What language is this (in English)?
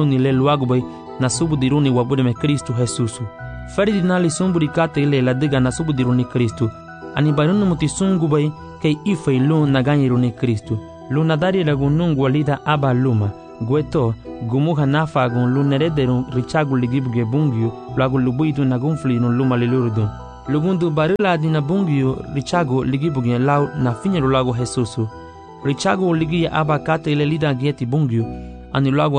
Garifuna